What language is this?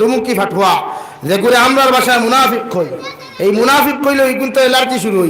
Sylheti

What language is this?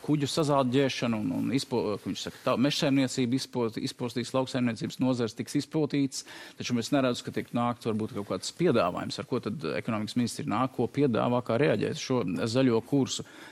Latvian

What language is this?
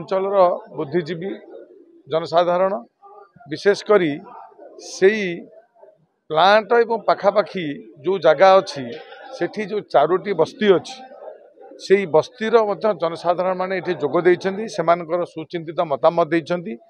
Odia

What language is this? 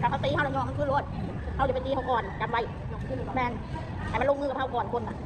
Northeastern Thai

